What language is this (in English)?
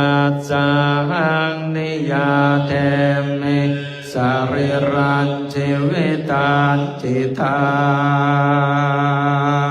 Pali